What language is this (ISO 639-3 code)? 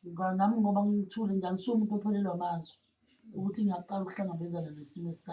zul